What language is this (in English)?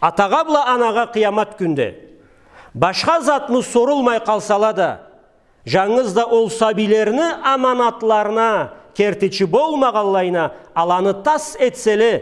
Karachay-Balkar